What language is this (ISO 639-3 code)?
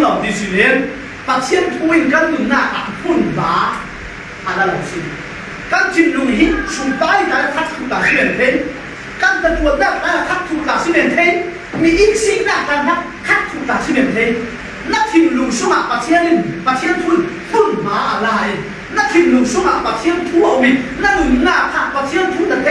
cfm